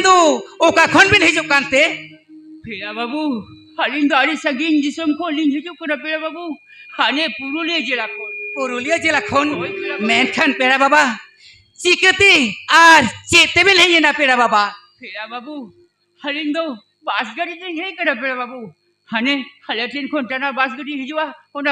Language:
Santali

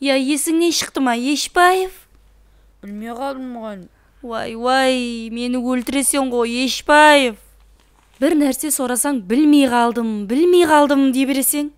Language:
Kara-Kalpak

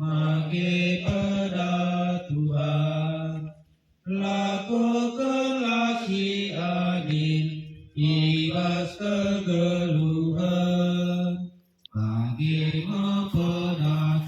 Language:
Batak Karo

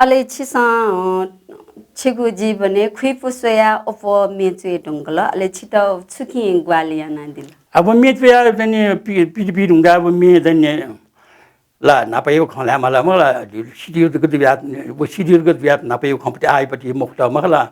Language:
Newari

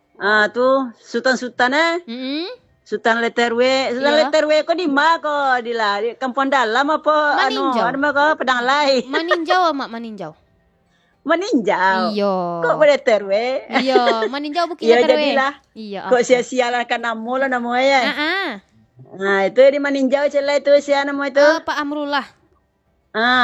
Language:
Minangkabau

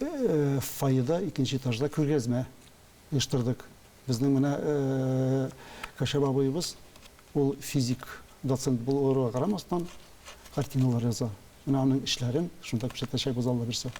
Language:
Tatar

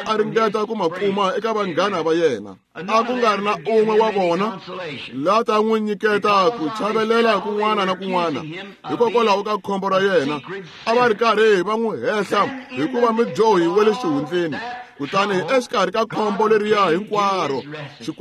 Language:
Tsonga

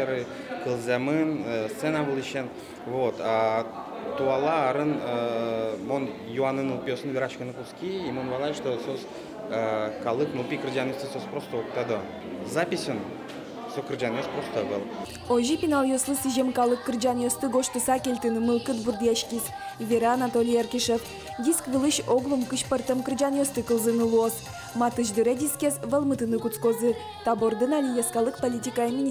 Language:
Udmurt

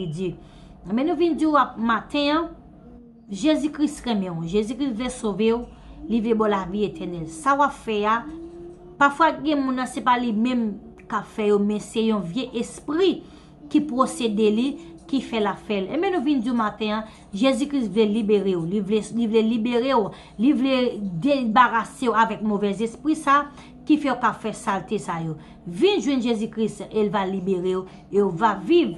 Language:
Haitian Creole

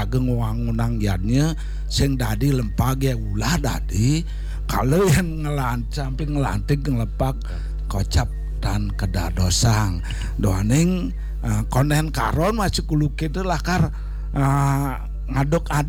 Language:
Balinese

